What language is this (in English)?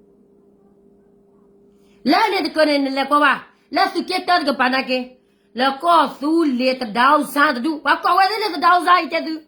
S'gaw Karen